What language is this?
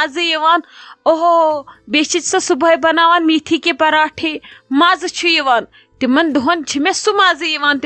Kashmiri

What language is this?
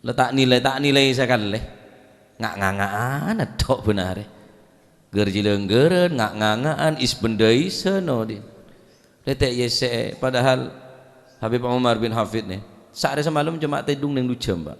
Madurese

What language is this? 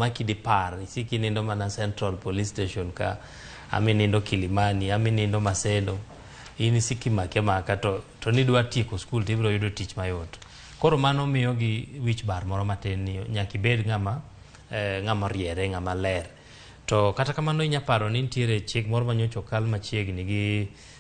Luo (Kenya and Tanzania)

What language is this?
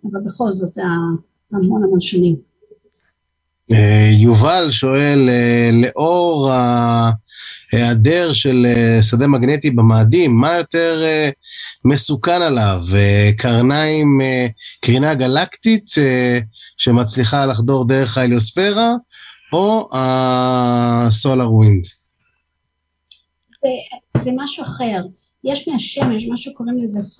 Hebrew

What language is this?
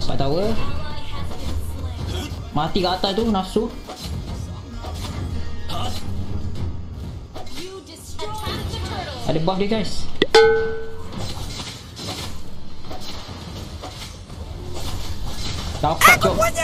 Malay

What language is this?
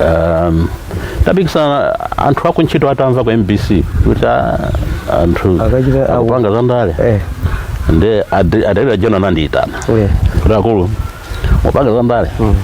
Nyanja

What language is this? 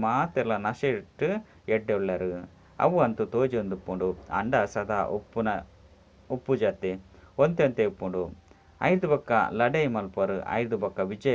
Tulu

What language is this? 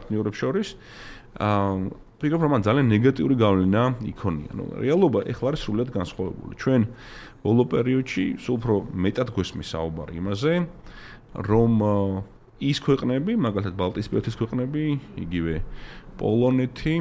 Georgian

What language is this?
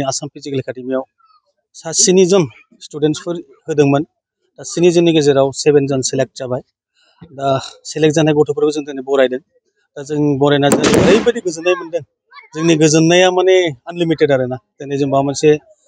Bodo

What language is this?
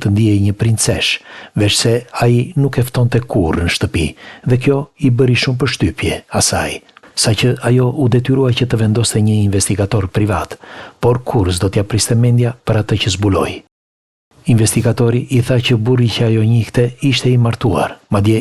Albanian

